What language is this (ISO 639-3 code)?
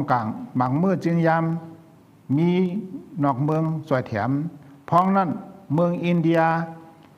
shn